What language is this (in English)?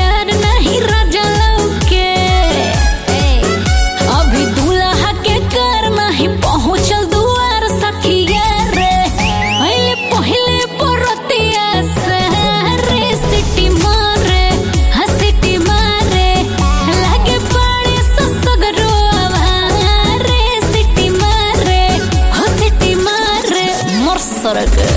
Bhojpuri